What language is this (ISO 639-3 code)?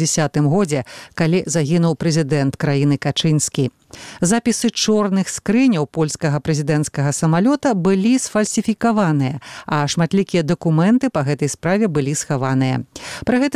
bel